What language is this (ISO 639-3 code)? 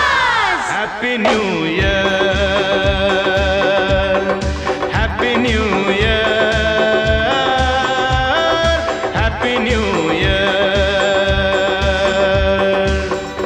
hin